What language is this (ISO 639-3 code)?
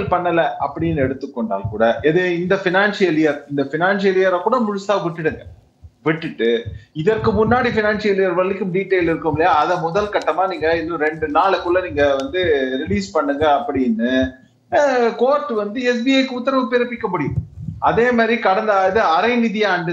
tam